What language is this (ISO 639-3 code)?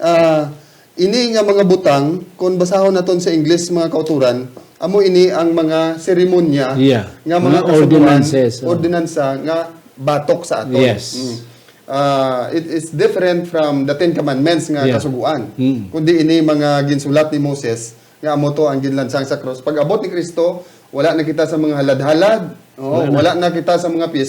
hil